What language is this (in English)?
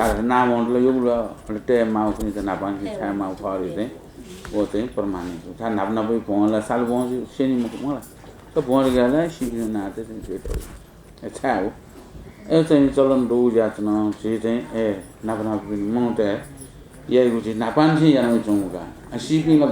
Newari